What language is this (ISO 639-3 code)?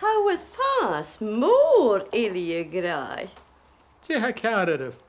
gla